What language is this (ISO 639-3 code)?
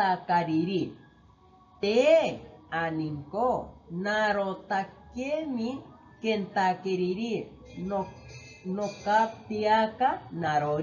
cni